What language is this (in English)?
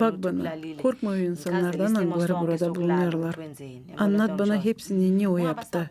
Gagauz